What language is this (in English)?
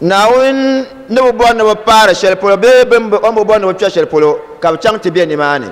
Dagbani